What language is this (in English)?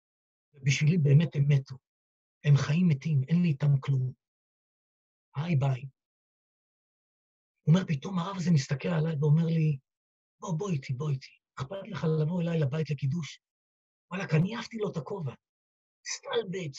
Hebrew